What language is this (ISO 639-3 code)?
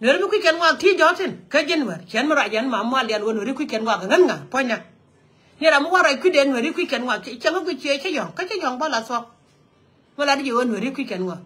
nus